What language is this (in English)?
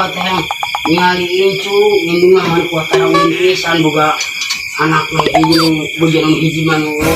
Sundanese